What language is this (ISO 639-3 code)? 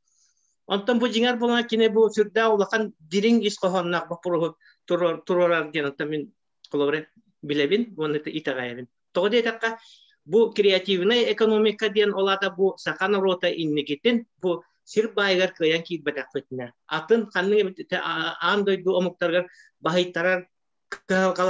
sah